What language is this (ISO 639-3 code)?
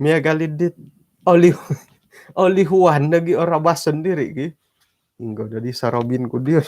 dtp